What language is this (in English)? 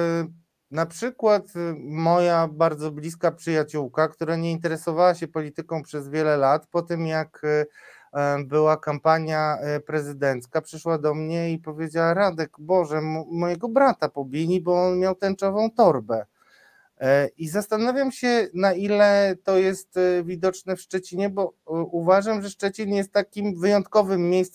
Polish